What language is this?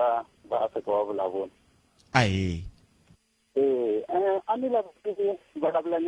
Tsonga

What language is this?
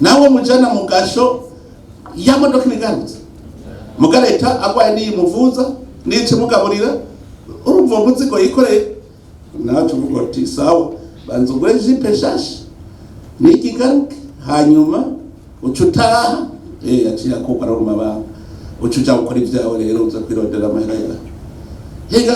Rundi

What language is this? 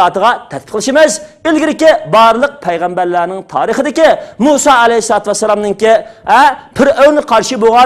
Uyghur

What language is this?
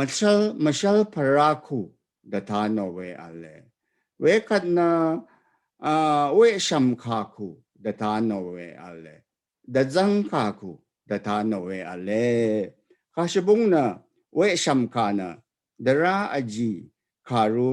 Rawang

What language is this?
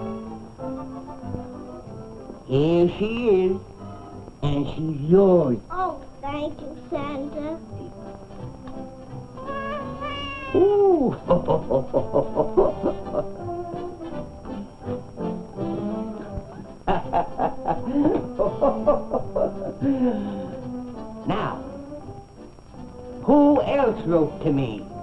English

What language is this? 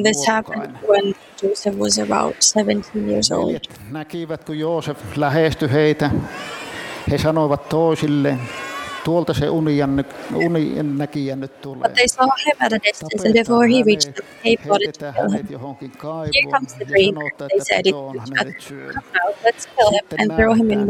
Finnish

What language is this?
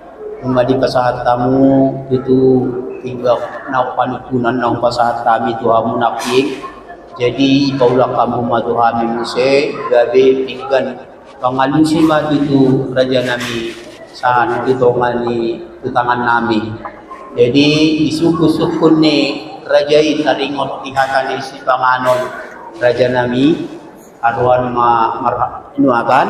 Batak Toba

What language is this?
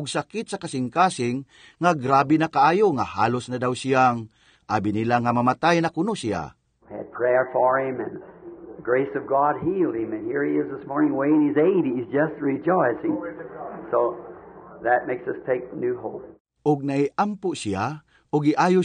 Cebuano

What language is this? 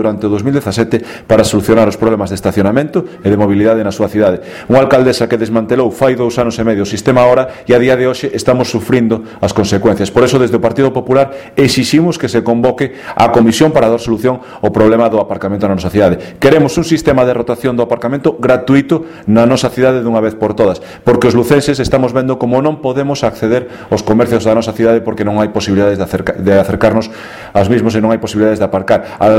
Galician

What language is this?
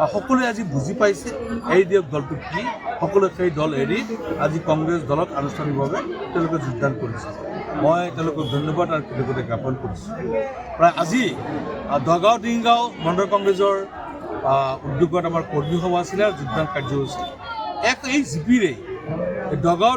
Assamese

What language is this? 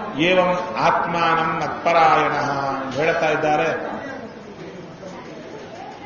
Kannada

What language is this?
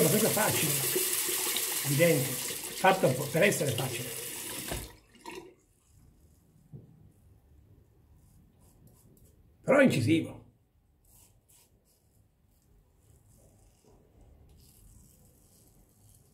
Italian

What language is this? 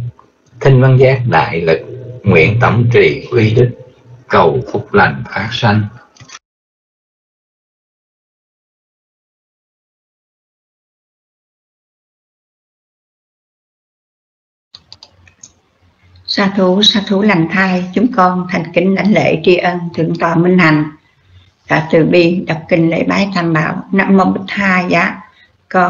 Vietnamese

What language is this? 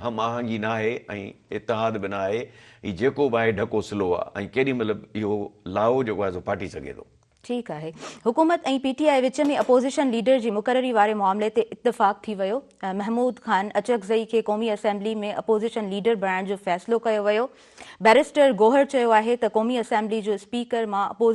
Sindhi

